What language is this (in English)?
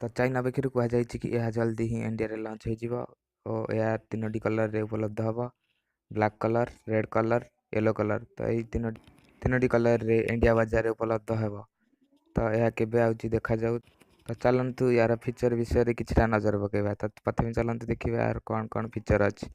Odia